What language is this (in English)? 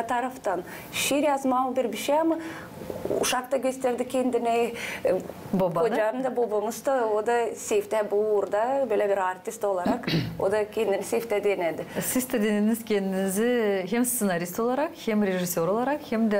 Gagauz